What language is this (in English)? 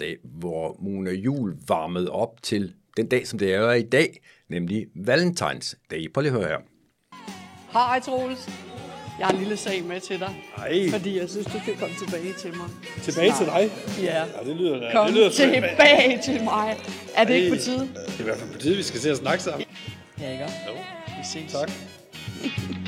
Danish